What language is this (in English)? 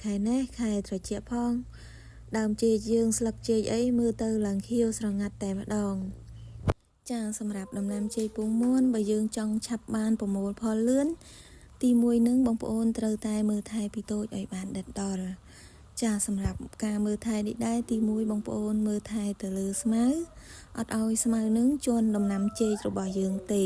Khmer